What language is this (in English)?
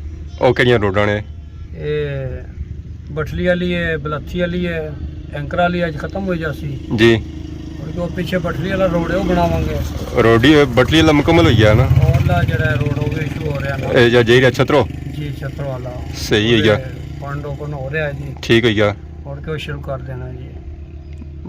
Pahari-Potwari